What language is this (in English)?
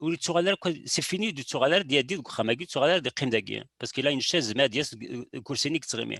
Kabyle